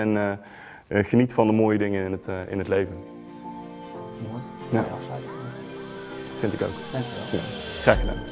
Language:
Dutch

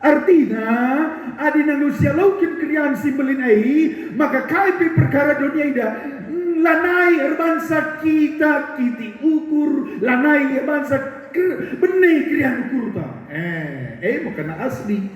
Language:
Batak Karo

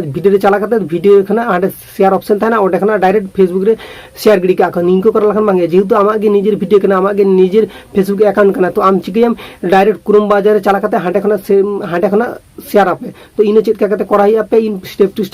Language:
Santali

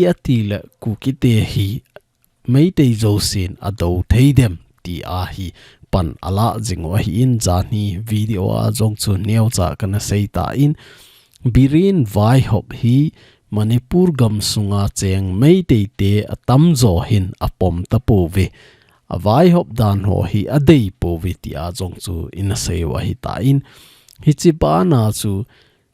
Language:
Thado Chin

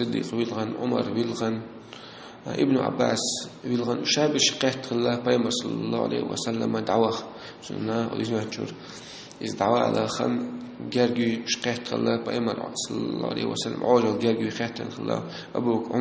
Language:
Chechen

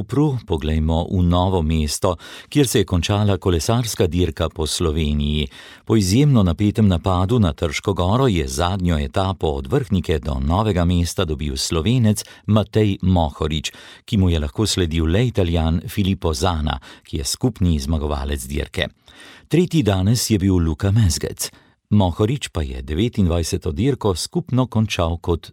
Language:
Slovenian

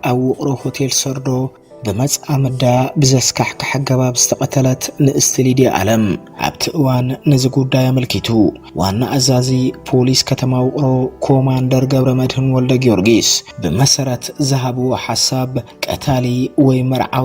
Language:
Tigrinya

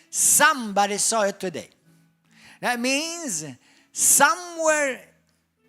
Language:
English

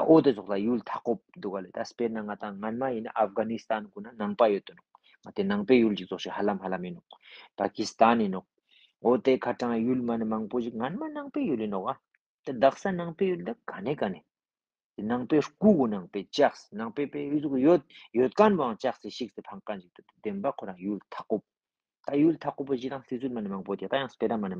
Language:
Ladakhi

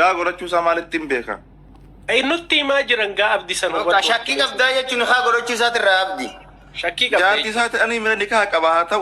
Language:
Oromo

